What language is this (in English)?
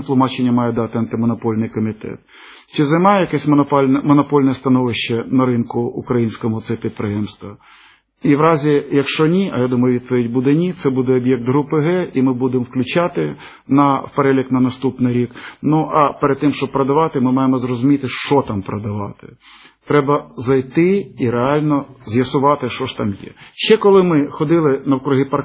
Ukrainian